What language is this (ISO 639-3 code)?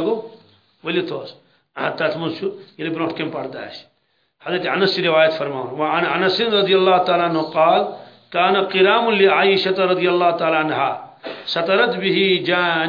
kas